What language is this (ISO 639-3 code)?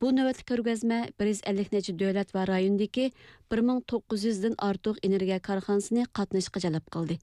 uig